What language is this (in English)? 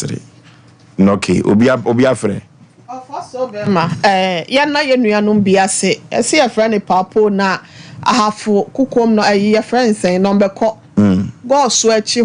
Akan